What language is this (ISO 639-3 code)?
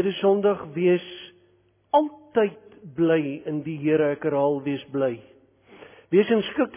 afr